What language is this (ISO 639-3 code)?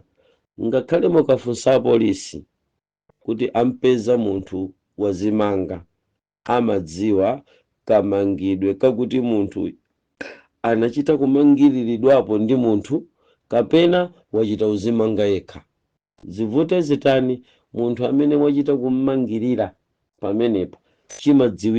nya